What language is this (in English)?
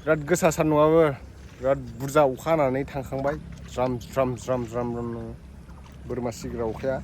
Bodo